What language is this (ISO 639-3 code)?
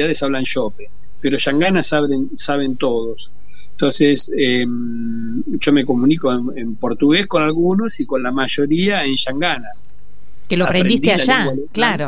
spa